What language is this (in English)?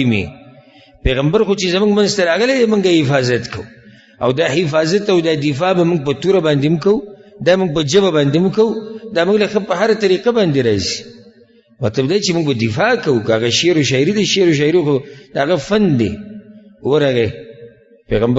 Pashto